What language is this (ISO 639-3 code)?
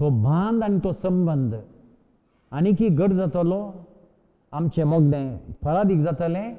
kok